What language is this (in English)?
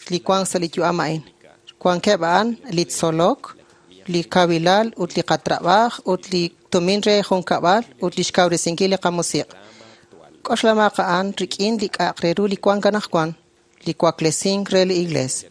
Kekchí